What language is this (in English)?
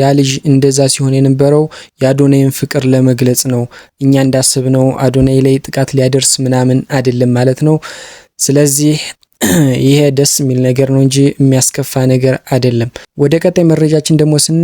Amharic